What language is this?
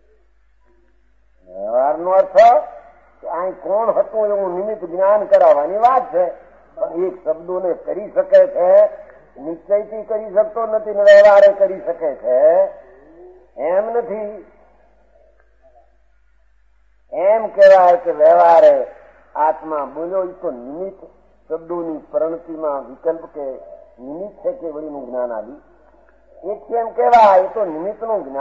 Gujarati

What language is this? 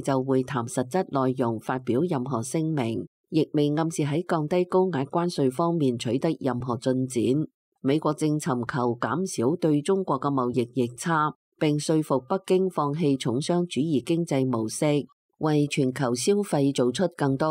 Cantonese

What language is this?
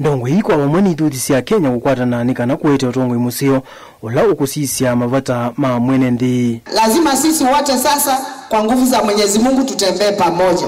Kamba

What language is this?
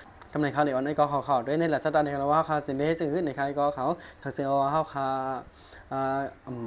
Shan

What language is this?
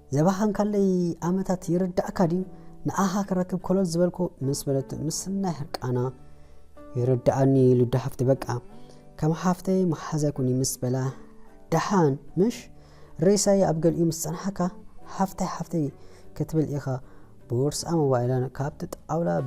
Tigrinya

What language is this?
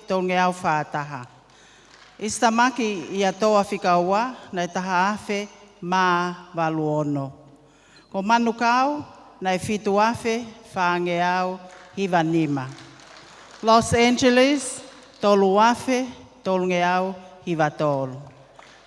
Tongan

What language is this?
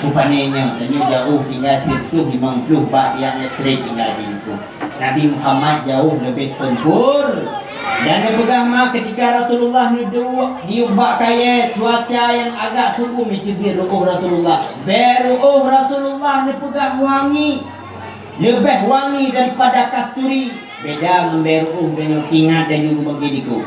Achinese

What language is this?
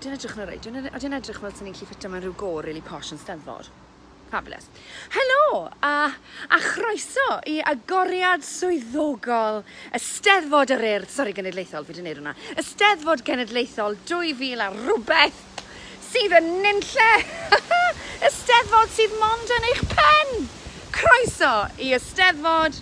Welsh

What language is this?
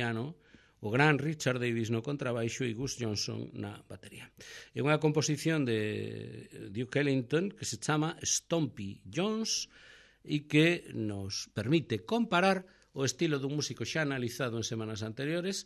Galician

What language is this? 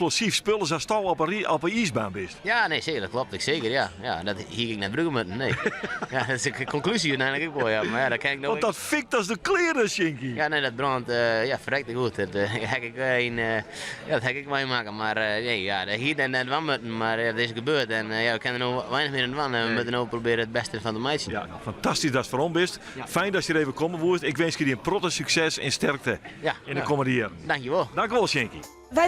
Western Frisian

